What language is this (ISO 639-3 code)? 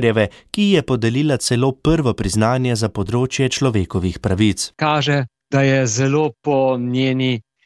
slv